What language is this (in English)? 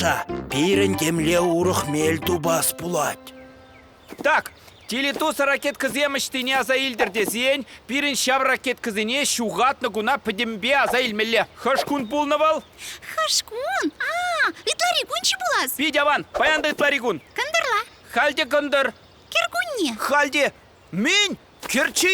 Chuvash